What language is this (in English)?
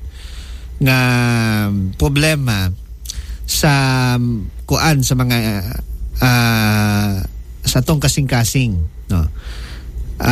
Cebuano